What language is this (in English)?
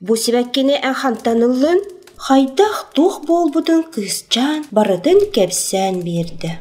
Yakut